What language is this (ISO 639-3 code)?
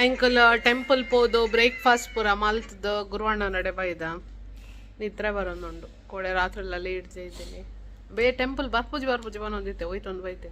tcy